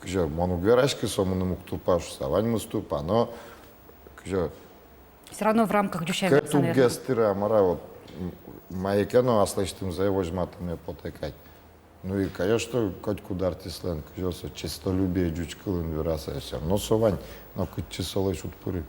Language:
Udmurt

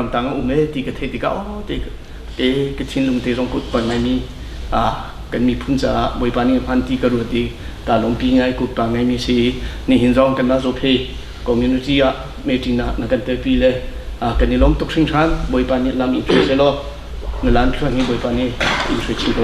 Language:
Hakha Chin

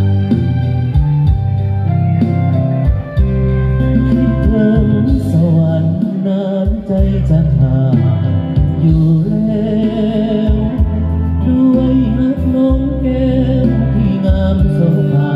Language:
Lao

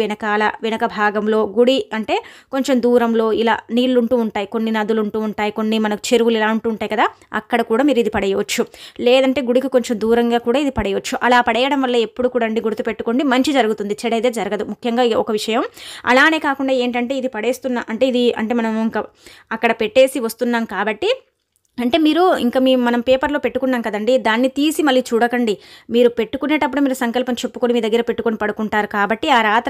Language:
Telugu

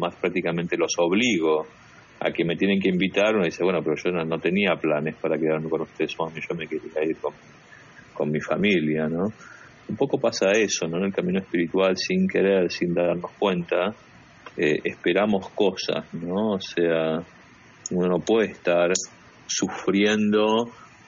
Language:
Spanish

